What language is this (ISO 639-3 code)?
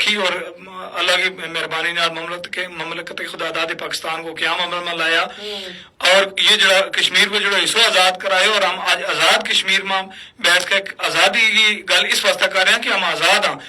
gju